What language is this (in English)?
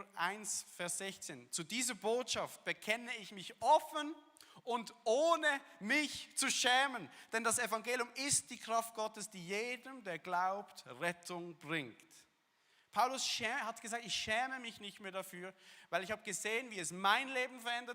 Swiss German